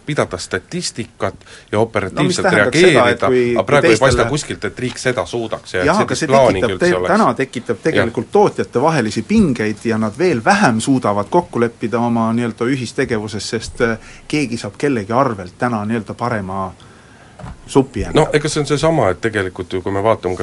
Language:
Estonian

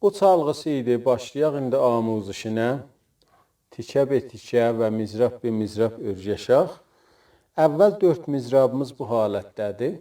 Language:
South Azerbaijani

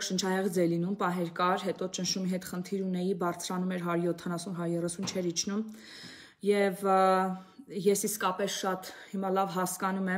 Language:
Armenian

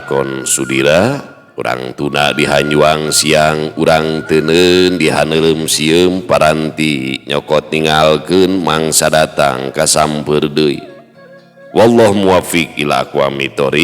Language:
Sundanese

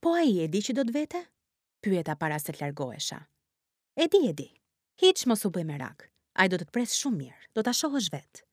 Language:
Albanian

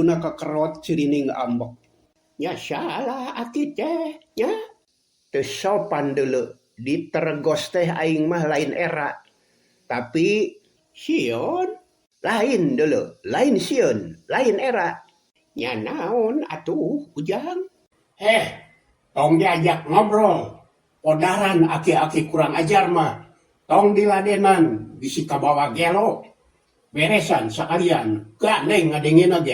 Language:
Sundanese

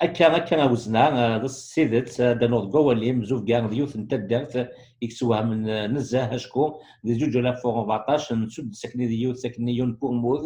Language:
Kabyle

